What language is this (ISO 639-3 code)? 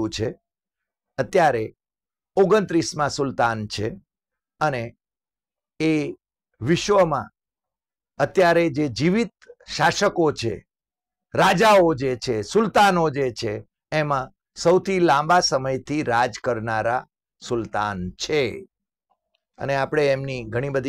guj